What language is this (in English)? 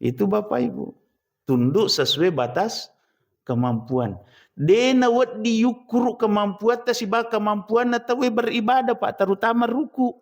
Buginese